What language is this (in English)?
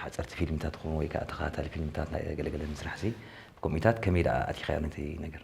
Tigrinya